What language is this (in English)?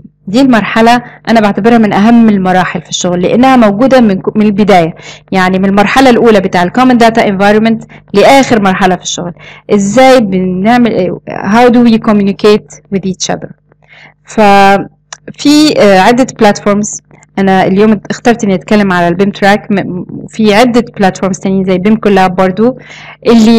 Egyptian Arabic